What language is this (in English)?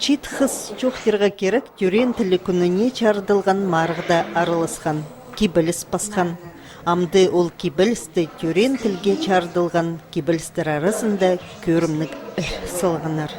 Khakas